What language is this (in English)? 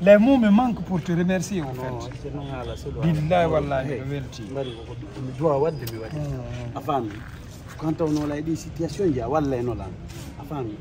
Fula